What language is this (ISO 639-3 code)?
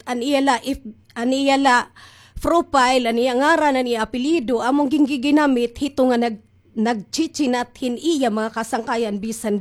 war